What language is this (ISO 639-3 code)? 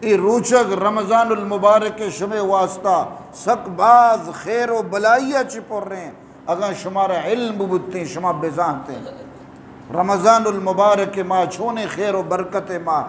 bgp